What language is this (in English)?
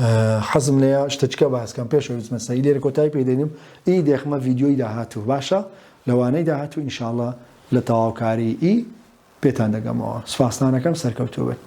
Central Kurdish